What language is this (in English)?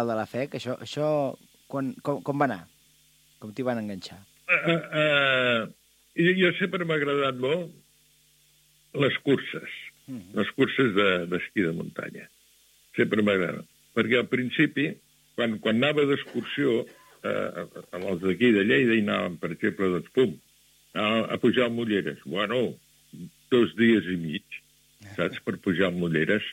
Catalan